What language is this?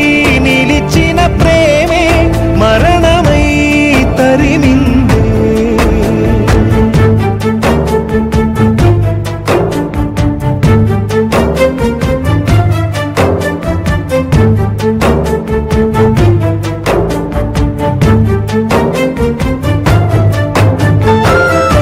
Telugu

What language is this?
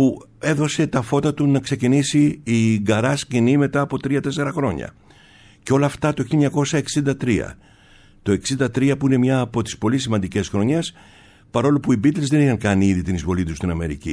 Greek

